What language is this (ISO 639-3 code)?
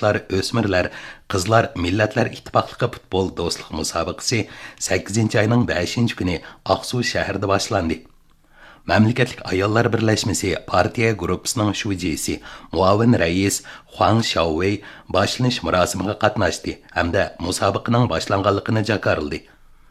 uig